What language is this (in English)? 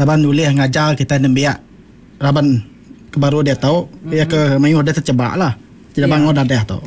Iban